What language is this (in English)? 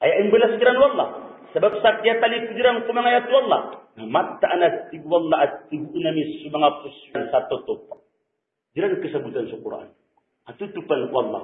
Maranao